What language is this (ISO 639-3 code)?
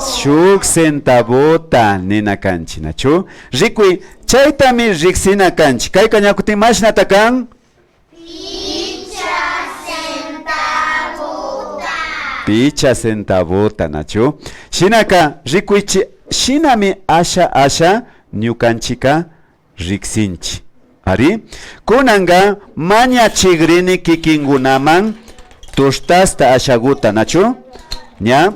qvi